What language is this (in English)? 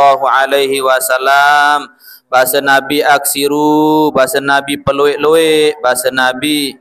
Sasak